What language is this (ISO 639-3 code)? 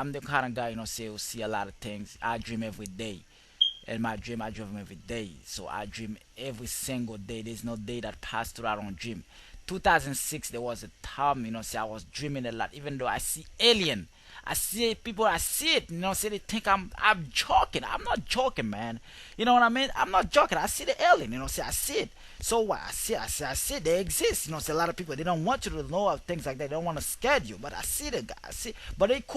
jam